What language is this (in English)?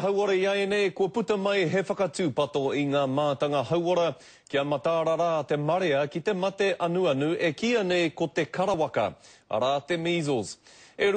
Māori